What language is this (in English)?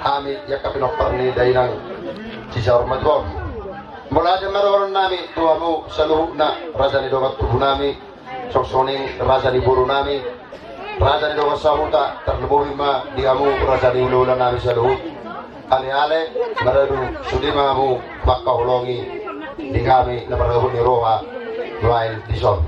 Batak Toba